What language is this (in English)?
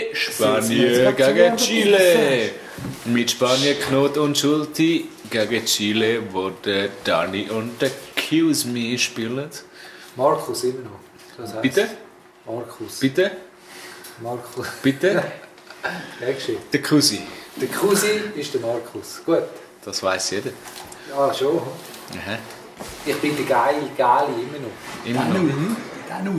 Swiss German